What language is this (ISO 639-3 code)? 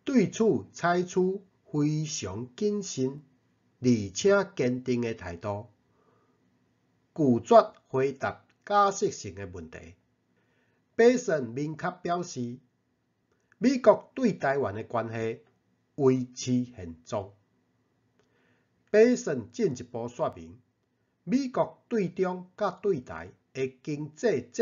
nan